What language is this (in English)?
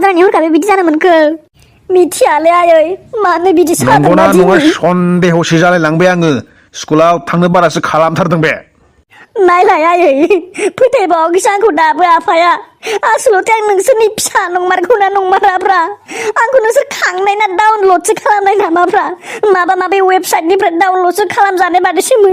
Bodo